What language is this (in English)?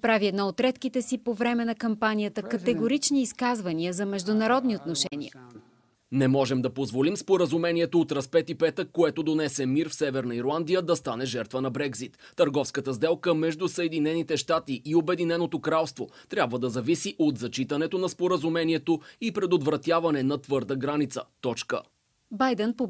Bulgarian